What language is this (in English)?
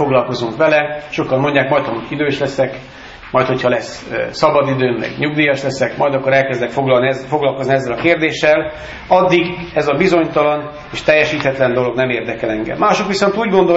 Hungarian